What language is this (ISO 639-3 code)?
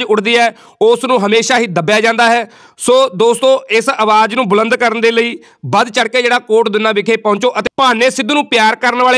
pan